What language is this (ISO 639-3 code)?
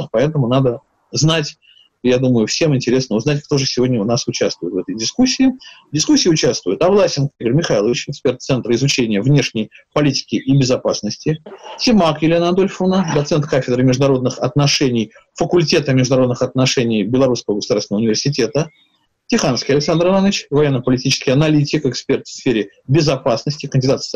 rus